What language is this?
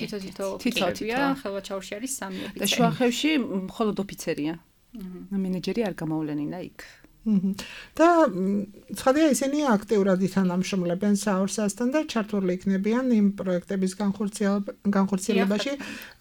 Georgian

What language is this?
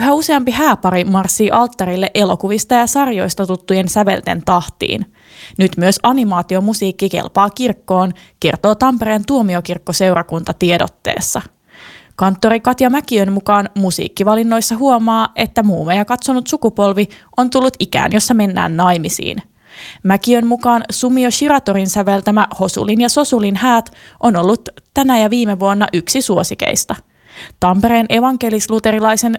Finnish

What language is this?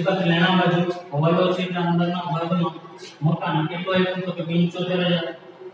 Gujarati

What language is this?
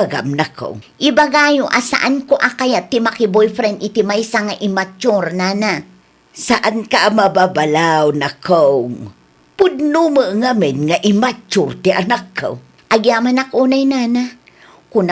Iloko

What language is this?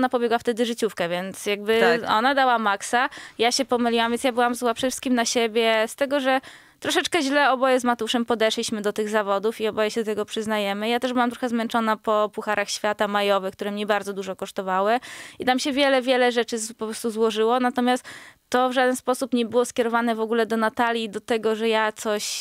Polish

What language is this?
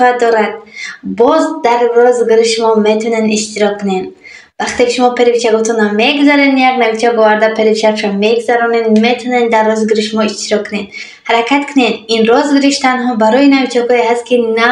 Tajik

